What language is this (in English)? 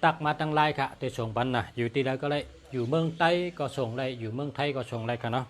Shan